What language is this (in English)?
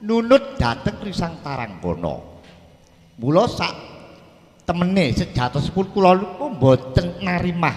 Javanese